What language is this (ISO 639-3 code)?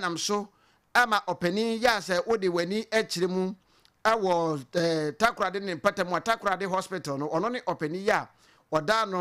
aka